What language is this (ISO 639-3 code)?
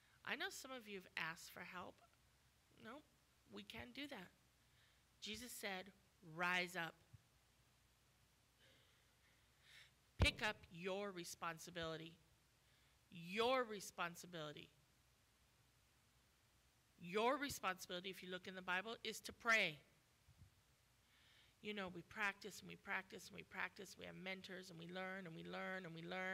eng